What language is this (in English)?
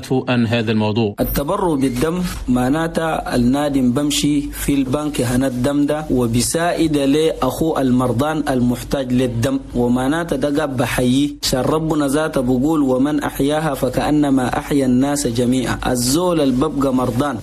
Chadian Arabic